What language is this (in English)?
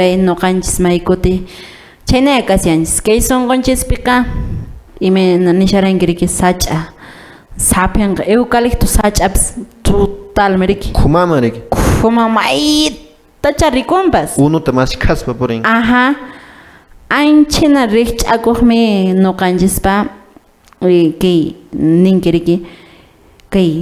Quechua